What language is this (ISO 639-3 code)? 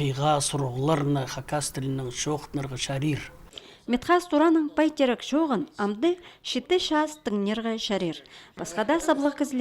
kjh